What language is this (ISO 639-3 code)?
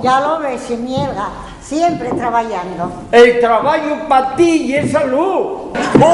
ast